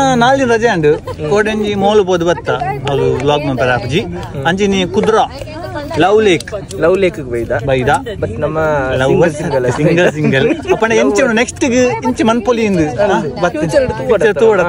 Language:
Tulu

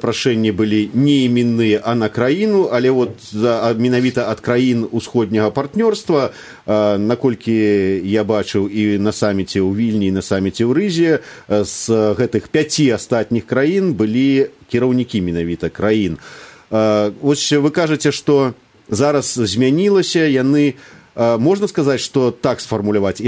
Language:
Belarusian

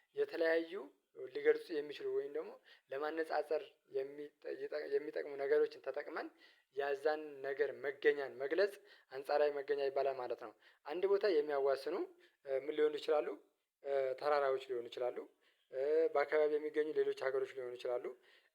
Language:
Amharic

